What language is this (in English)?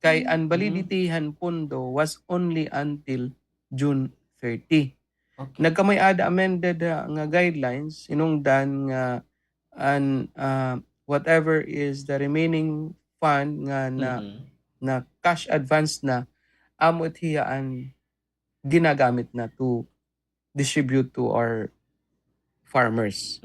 Waray